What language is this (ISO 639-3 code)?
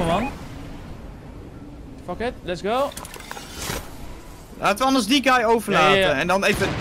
nld